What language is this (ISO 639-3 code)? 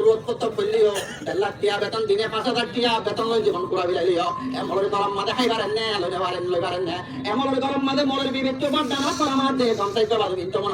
rhg